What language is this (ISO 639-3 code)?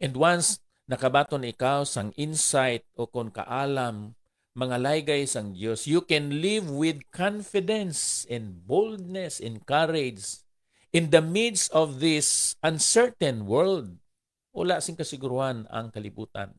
hil